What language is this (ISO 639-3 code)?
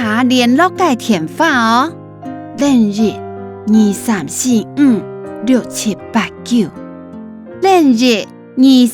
hak